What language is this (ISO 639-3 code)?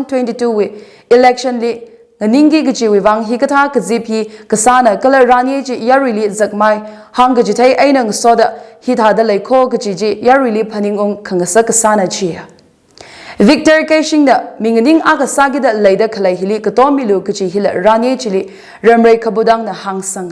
nmf